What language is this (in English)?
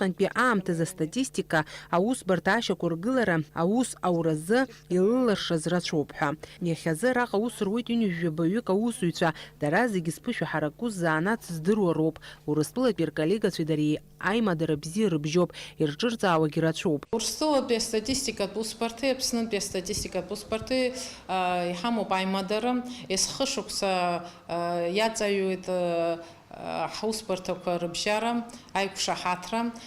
Abkhazian